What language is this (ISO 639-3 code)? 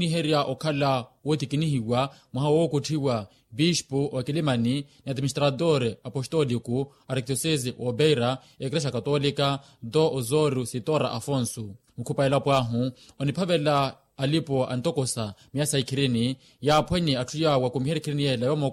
vmw